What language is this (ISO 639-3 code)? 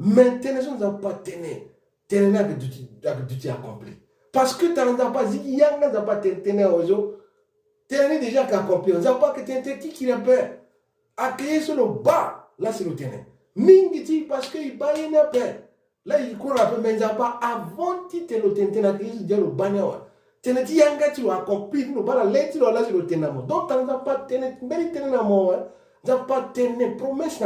sag